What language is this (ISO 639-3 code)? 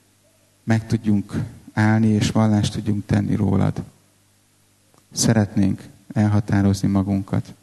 hun